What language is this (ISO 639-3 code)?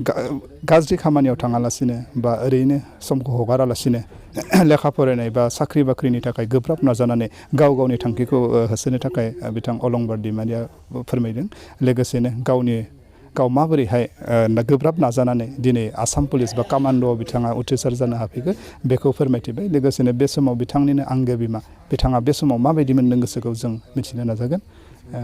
brx